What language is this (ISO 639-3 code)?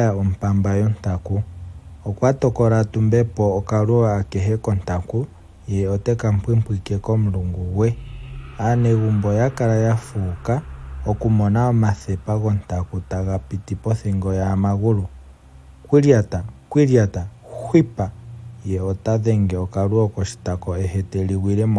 ndo